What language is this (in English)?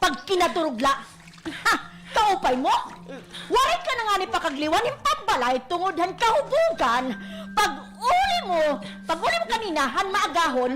Waray